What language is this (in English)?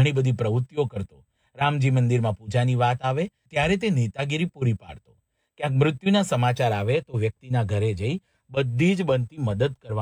Gujarati